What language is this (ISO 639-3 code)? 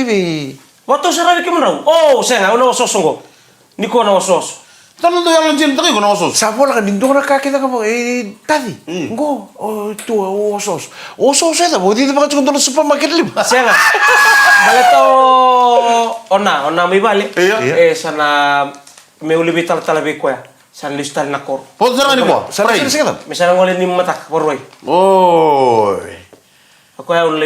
fij